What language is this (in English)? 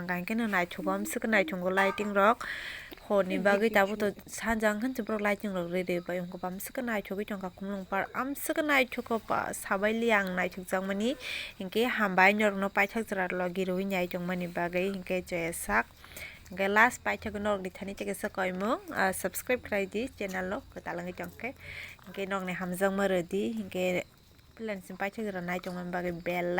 Kok Borok